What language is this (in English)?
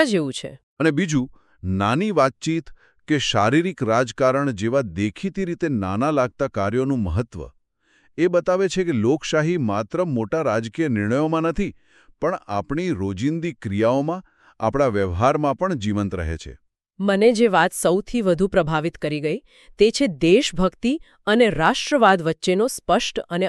Gujarati